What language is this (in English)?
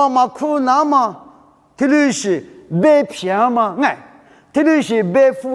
Lisu